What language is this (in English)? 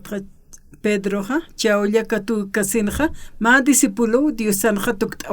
Aymara